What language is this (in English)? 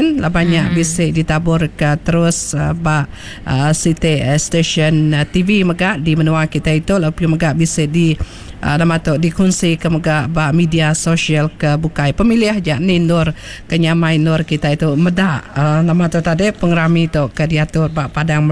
Iban